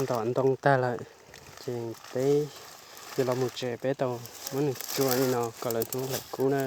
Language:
Hmong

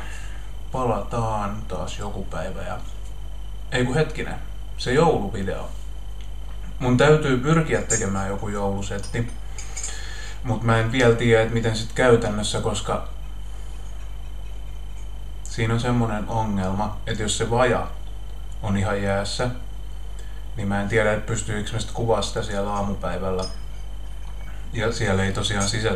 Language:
Finnish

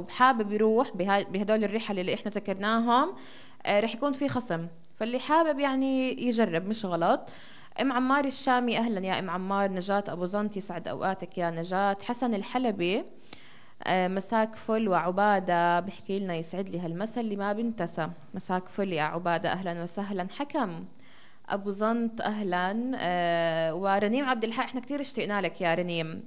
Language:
North Levantine Arabic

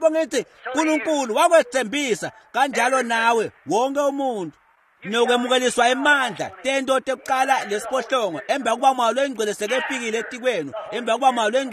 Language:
Swati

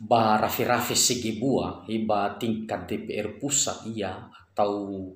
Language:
Nias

